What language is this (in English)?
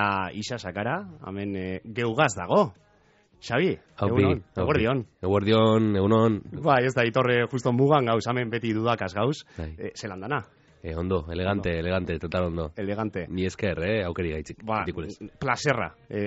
Basque